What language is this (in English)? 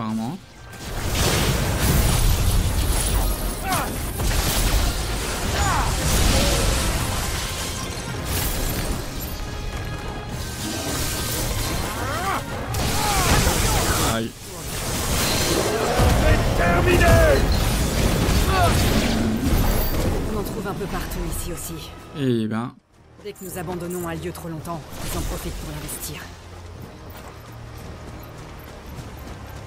French